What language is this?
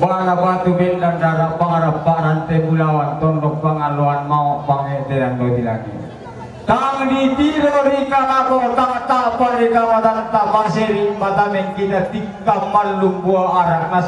Toraja-Sa'dan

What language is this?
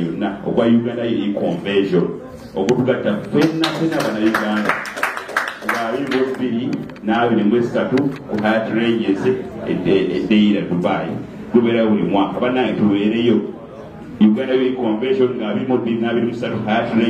Soga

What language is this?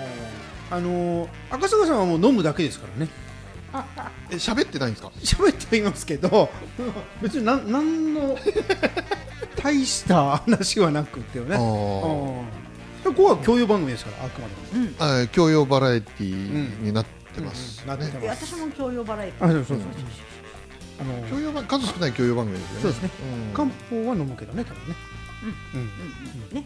Japanese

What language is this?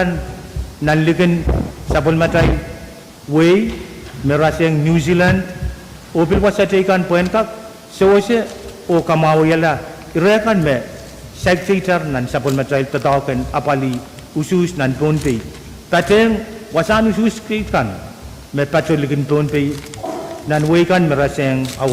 Pohnpeian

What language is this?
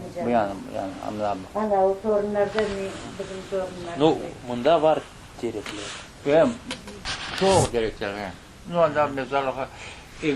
Crimean Tatar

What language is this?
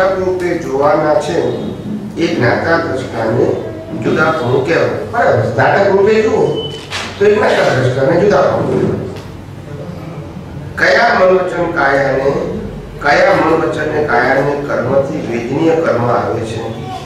Gujarati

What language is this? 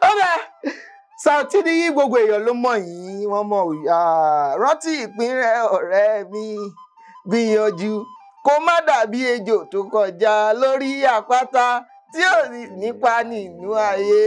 Yoruba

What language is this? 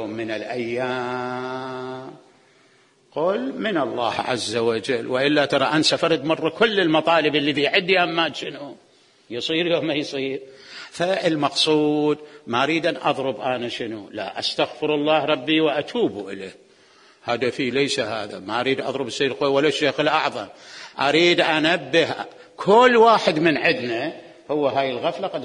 Mesopotamian Arabic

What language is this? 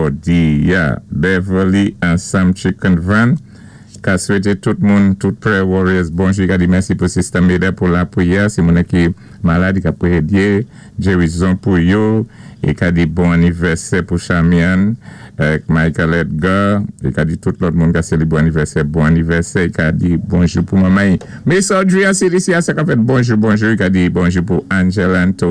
Saint Lucian Creole French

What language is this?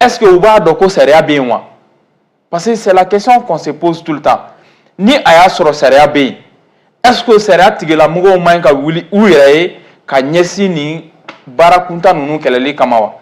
Bambara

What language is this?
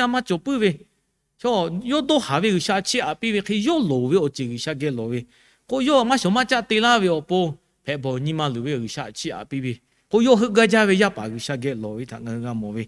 Lahu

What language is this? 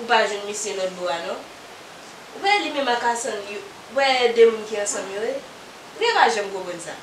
Haitian Creole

